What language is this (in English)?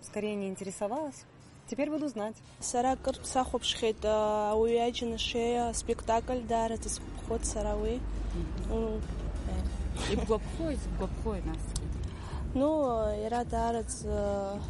Abkhazian